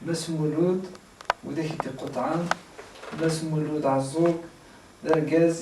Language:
Kabyle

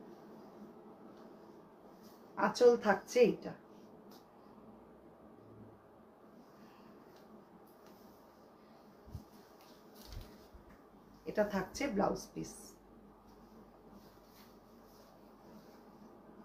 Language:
Bangla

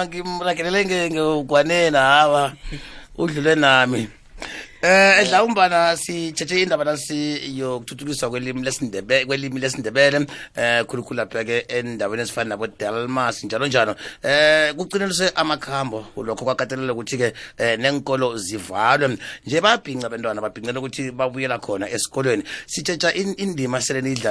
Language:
South Ndebele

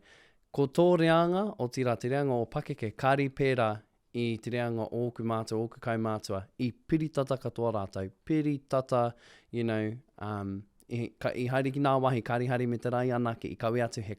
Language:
Māori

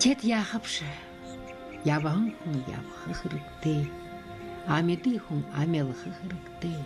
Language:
Buriat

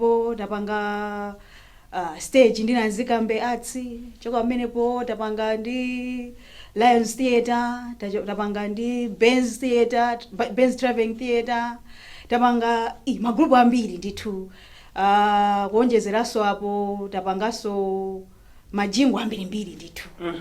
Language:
Nyanja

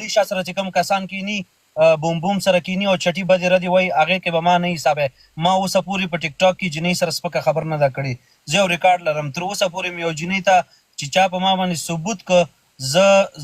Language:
Pashto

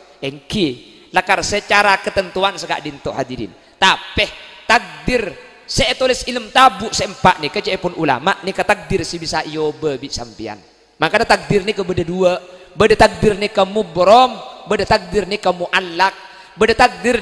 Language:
Madurese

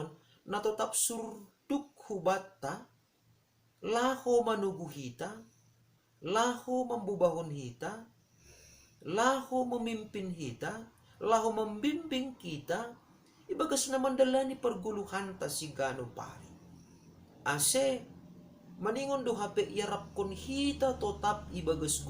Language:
Batak Simalungun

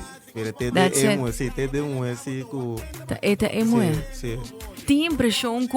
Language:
Papiamento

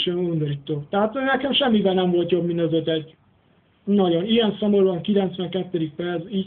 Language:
Hungarian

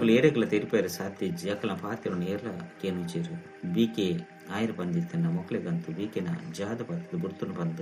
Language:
Tulu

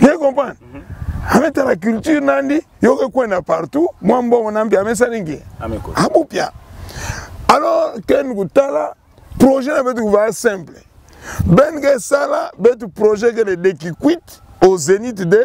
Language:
Kituba (Democratic Republic of Congo)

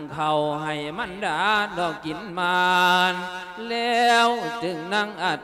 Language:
Lao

